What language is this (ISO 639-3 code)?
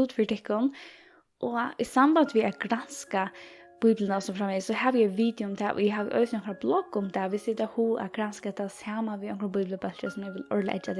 fao